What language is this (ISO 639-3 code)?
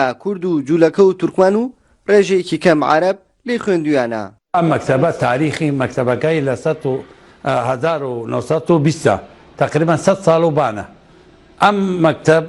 ckb